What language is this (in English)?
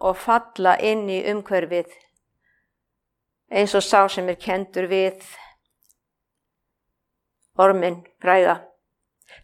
Icelandic